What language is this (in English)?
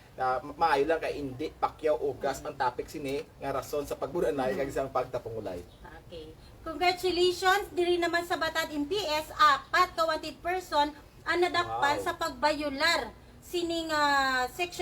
Hiligaynon